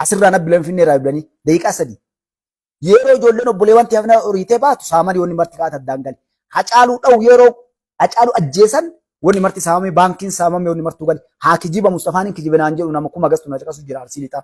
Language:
Oromo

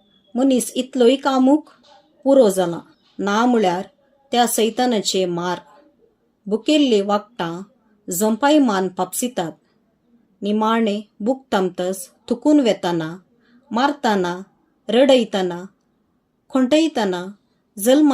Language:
Konkani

